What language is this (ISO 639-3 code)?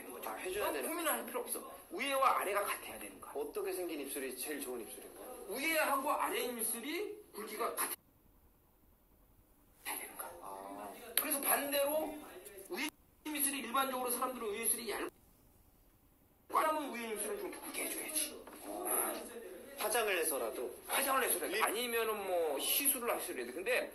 kor